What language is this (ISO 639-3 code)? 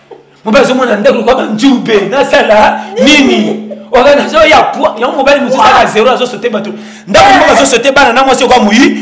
lin